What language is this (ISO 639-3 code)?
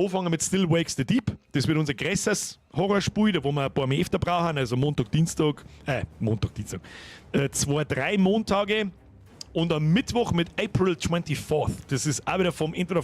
bar